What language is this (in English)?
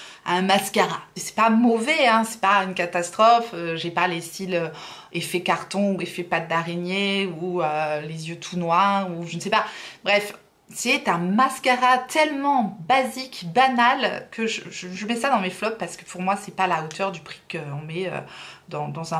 French